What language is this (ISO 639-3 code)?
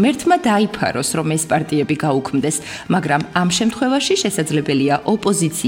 kat